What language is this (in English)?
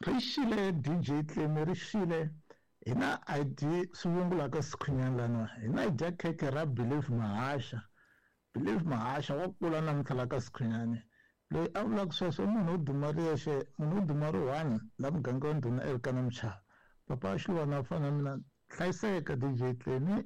Tsonga